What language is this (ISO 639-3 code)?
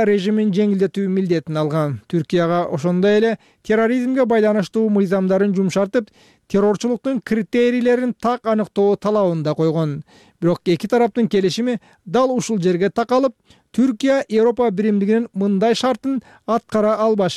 kir